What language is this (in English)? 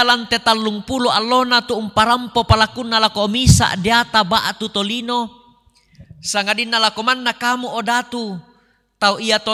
Toraja-Sa'dan